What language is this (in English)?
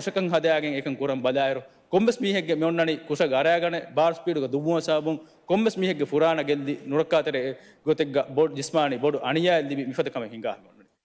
Divehi